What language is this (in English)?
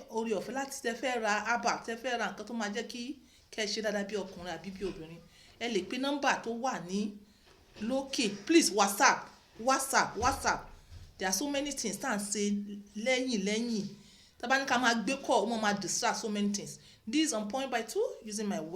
Yoruba